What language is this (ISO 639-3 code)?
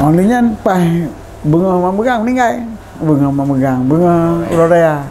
ace